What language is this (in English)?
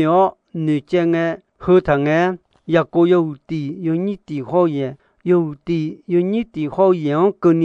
Akha